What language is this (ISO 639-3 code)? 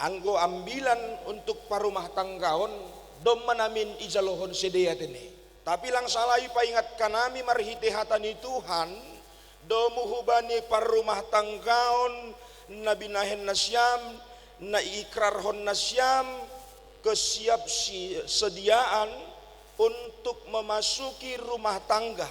bts